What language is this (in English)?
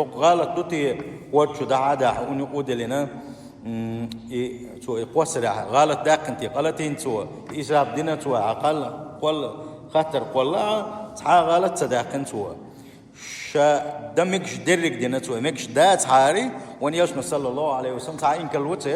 Chechen